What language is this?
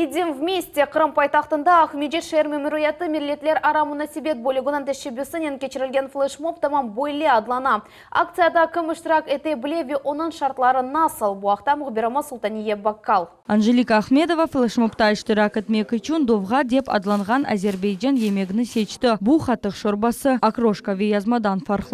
Crimean Tatar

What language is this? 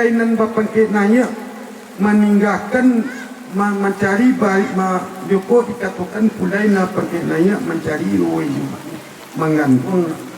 Minangkabau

